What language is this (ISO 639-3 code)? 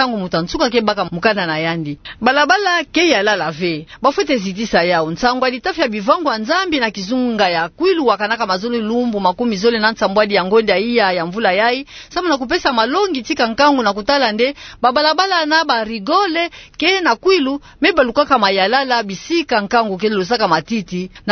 ktu